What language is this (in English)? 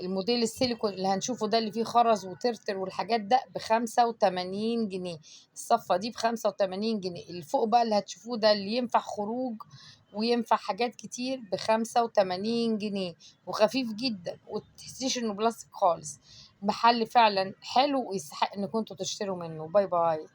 Egyptian Arabic